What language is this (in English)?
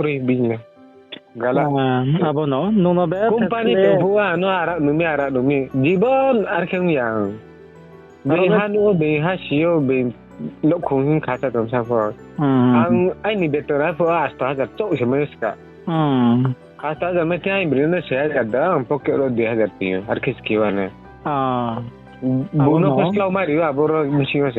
Riang (India)